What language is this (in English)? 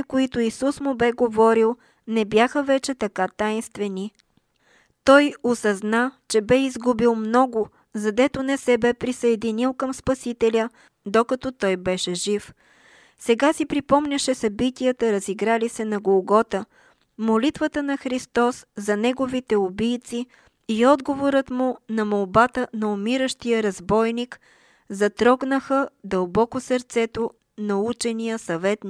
Bulgarian